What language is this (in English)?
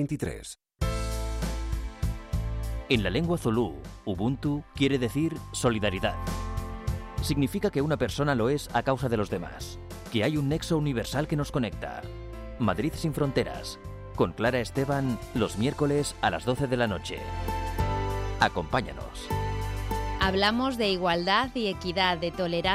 Spanish